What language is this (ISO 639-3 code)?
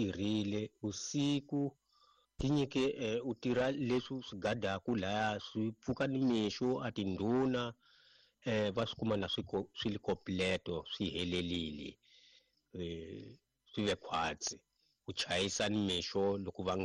tso